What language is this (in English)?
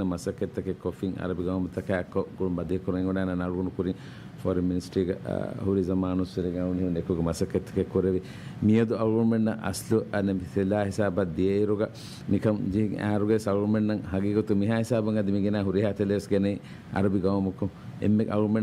Divehi